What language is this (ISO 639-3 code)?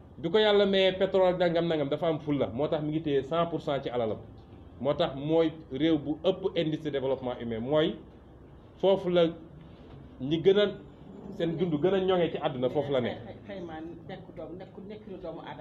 wol